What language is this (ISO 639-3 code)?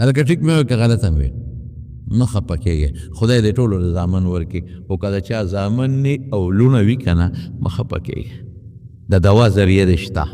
pus